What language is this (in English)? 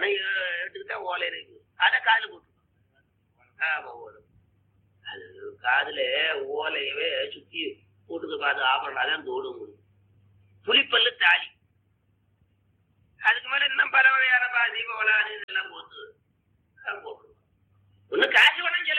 Tamil